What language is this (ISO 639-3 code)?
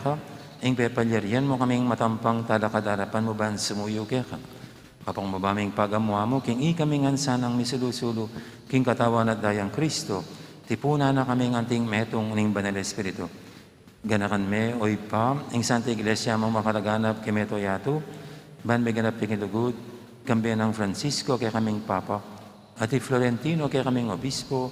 pam